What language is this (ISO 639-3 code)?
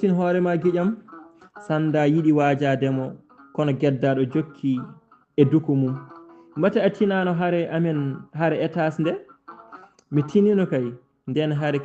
ful